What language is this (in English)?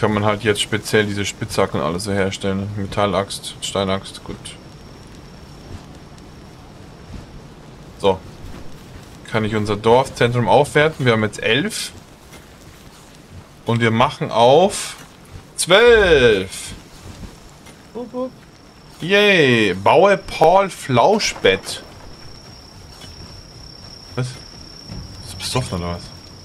German